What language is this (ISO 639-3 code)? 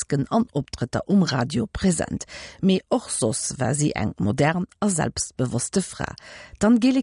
ltz